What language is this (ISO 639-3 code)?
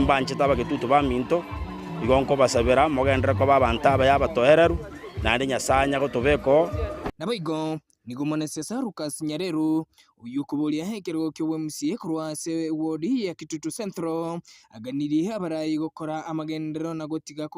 guz